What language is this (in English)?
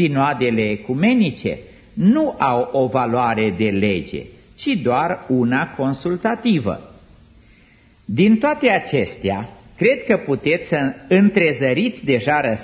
Romanian